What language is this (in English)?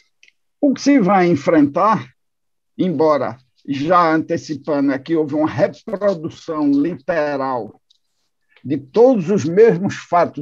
Portuguese